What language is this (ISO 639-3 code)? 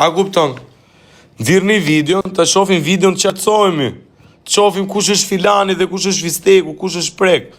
sqi